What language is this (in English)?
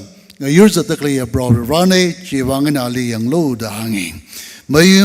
Tangkhul Naga (India)